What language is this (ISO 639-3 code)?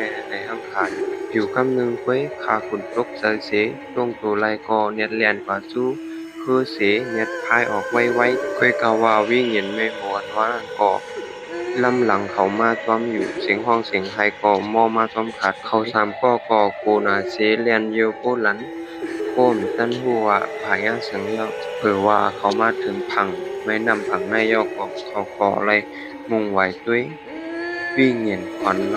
shn